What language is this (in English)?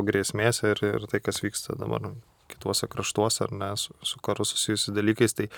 Lithuanian